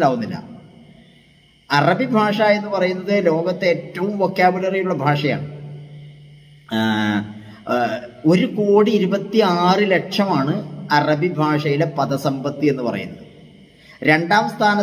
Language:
Malayalam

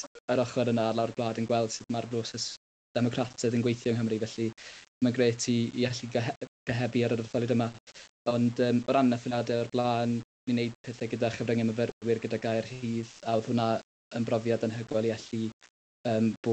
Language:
Welsh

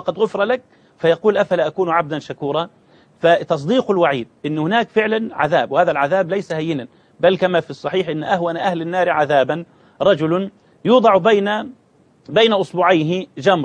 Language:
Arabic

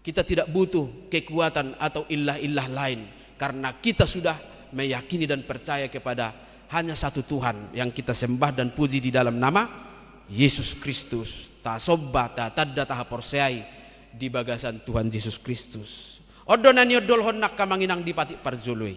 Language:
Batak Toba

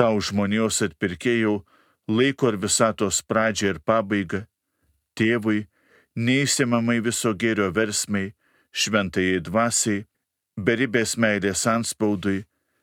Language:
Lithuanian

